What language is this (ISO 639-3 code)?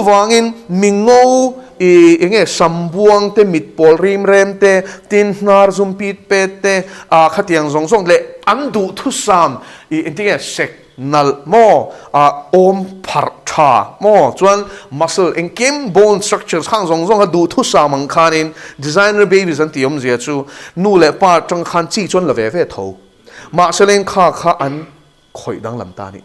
lus